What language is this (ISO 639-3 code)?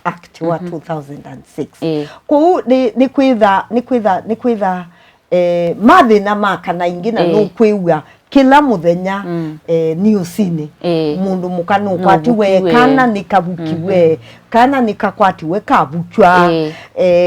kam